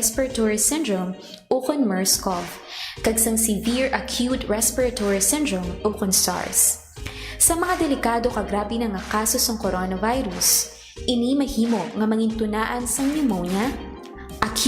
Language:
Hiligaynon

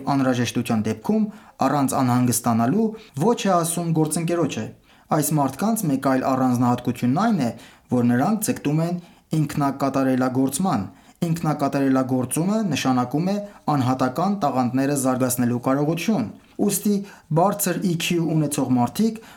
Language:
Armenian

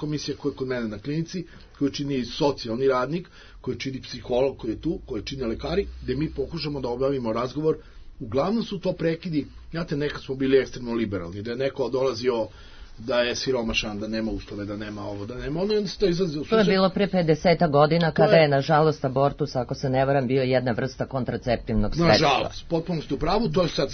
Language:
Serbian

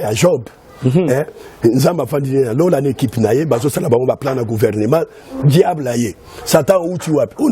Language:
Lingala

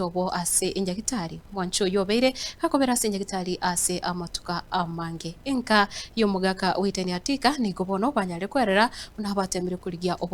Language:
Gusii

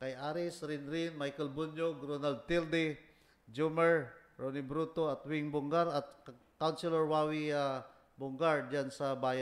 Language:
Filipino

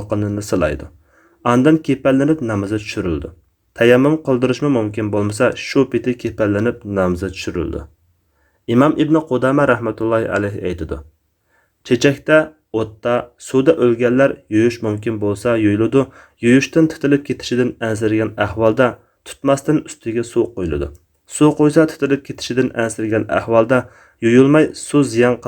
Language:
Uyghur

